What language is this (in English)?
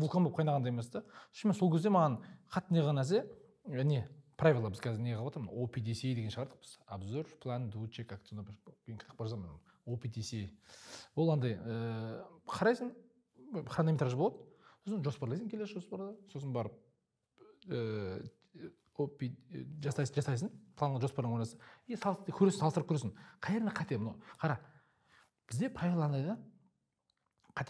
Kazakh